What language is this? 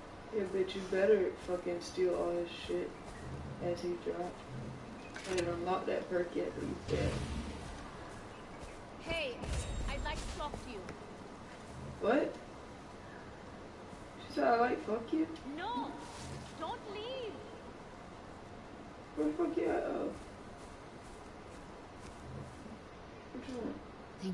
English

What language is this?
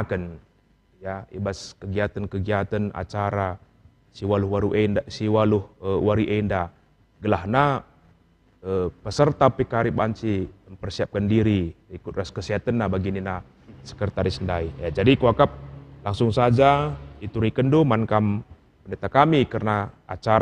Batak Karo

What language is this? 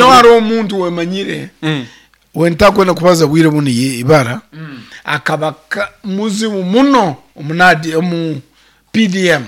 Nyankole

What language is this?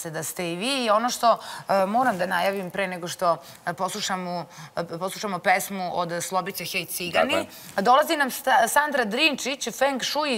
Serbian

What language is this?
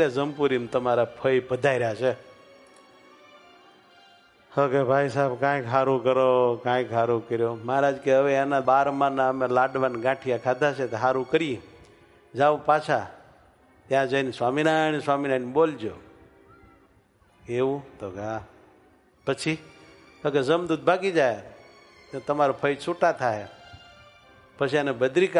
Gujarati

